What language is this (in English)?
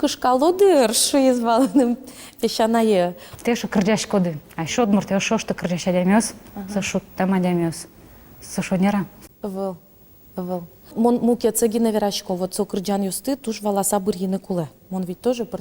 Udmurt